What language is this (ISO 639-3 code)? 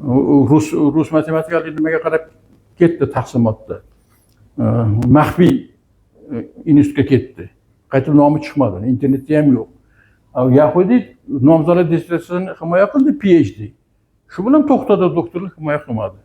uzb